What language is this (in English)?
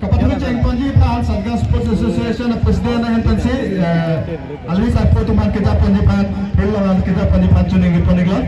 Karbi